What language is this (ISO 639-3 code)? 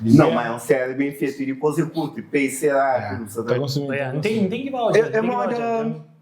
kea